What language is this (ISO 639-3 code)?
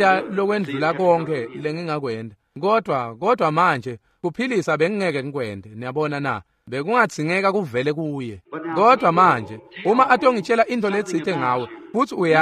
ssw